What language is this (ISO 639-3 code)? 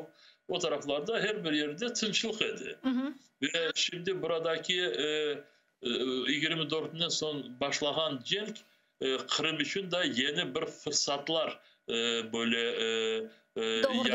crh